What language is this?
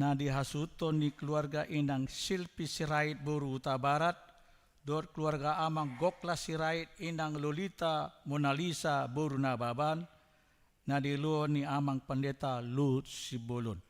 Batak Toba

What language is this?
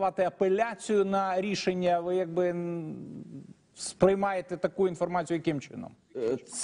Ukrainian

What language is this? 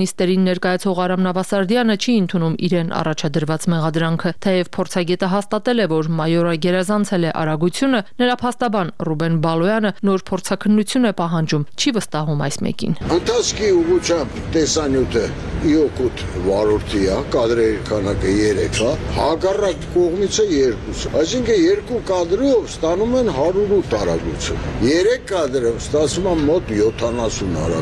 Armenian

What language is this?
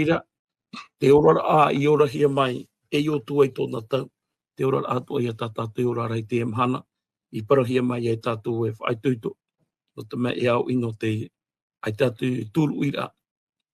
Tahitian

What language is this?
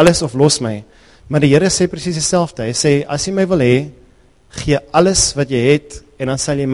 Afrikaans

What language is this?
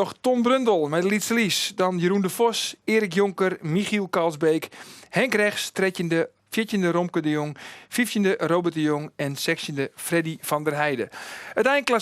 Western Frisian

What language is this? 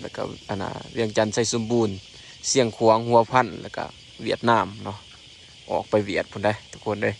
Lao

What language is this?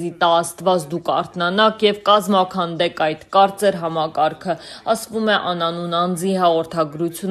Armenian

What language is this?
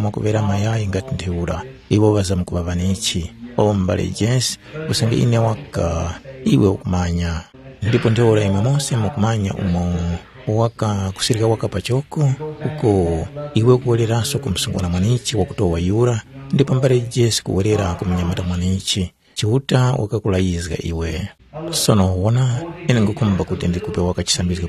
Tumbuka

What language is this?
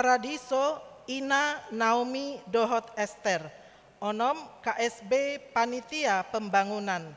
Batak Toba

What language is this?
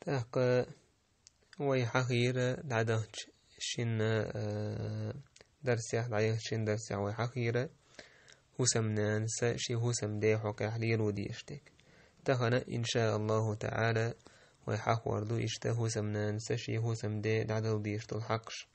Chechen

